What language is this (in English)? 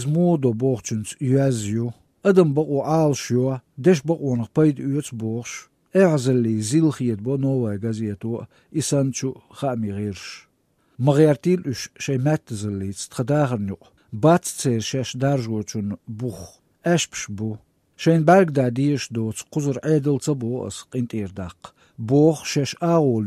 Chechen